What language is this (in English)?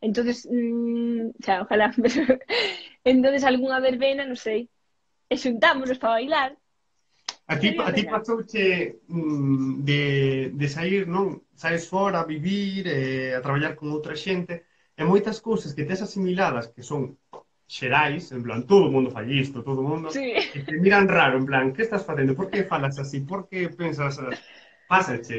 Galician